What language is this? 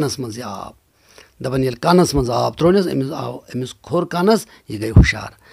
Kashmiri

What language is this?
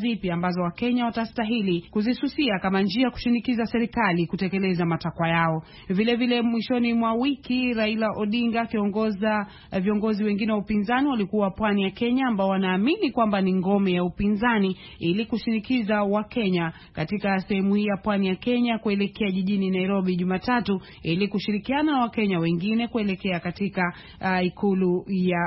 Swahili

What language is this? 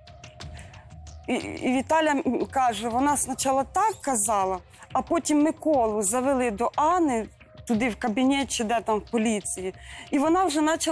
Ukrainian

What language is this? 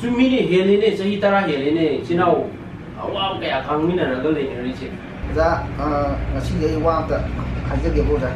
Manipuri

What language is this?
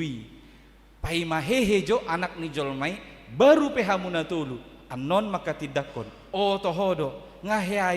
Batak Toba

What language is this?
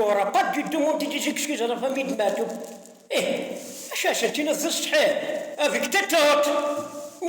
Kabyle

